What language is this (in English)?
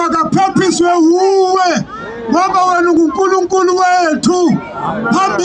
Zulu